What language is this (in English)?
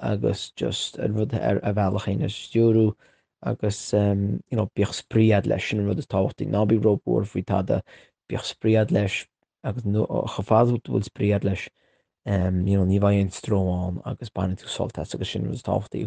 Irish